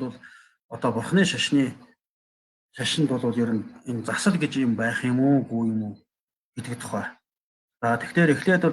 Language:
Mongolian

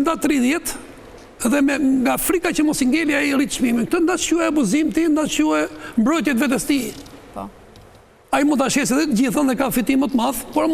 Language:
Albanian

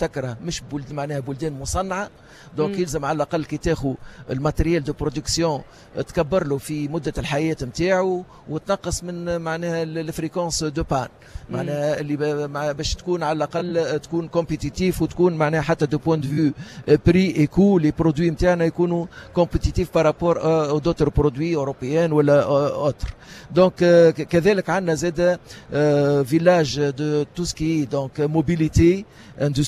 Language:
Tunisian Arabic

